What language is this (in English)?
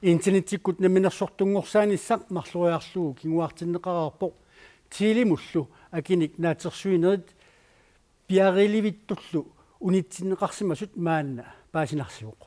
Kalaallisut